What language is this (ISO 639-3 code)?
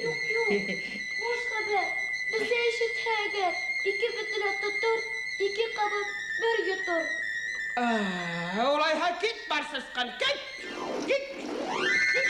bak